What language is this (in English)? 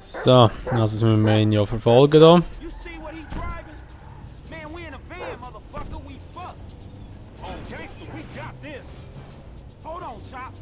Swiss German